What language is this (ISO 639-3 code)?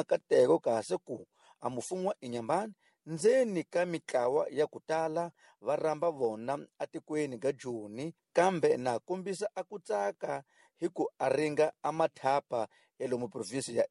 tso